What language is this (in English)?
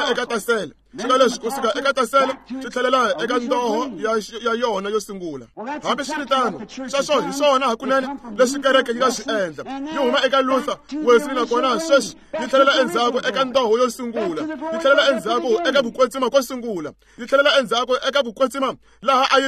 Tsonga